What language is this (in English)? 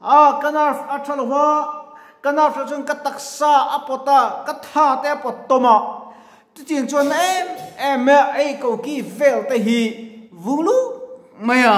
Mizo